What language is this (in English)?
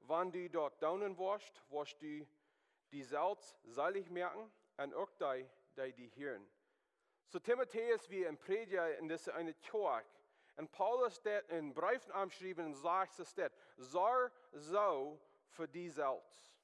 Plautdietsch